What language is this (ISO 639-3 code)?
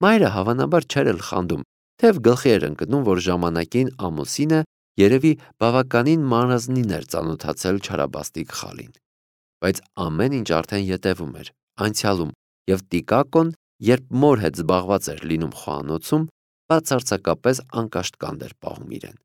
hye